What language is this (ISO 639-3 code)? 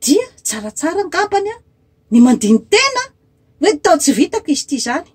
mlg